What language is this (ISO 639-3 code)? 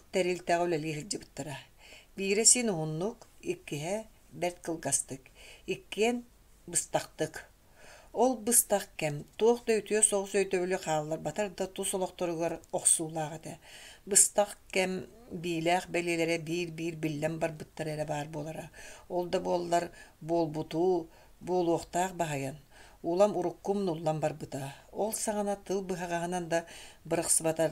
sah